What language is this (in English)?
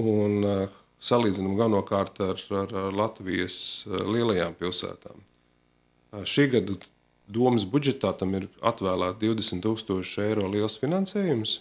Latvian